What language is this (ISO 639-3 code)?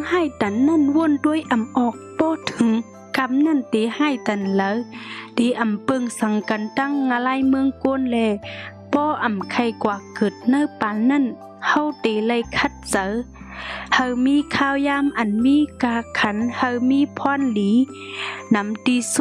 shn